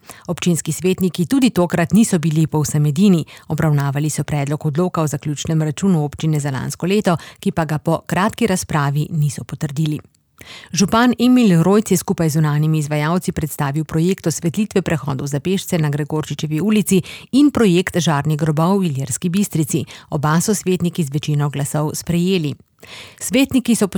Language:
Slovenian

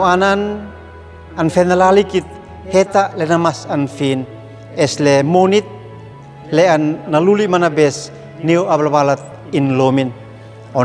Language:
Uab Meto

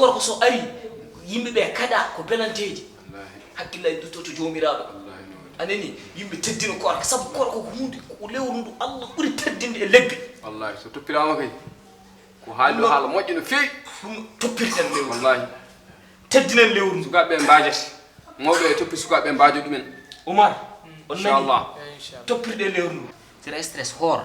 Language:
Fula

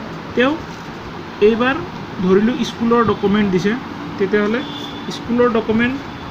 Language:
Assamese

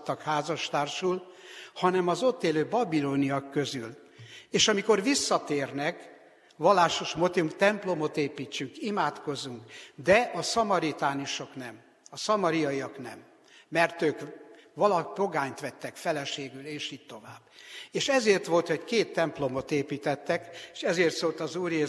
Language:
Hungarian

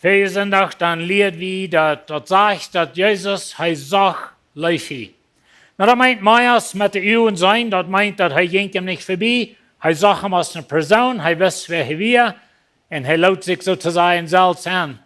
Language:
Plautdietsch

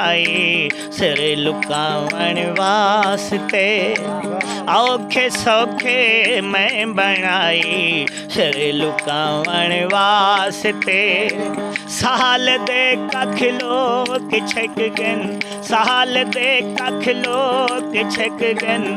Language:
Saraiki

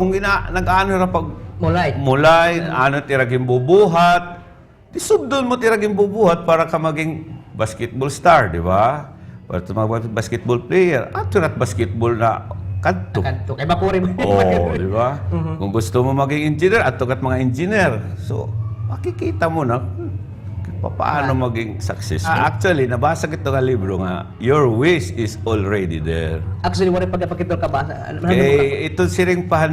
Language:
Waray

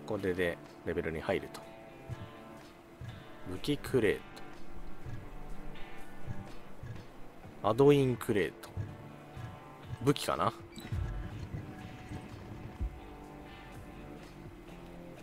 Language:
Japanese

